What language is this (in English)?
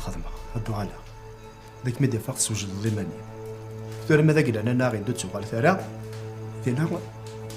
Kabyle